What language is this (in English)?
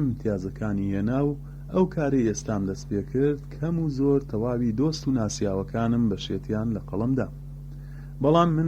Central Kurdish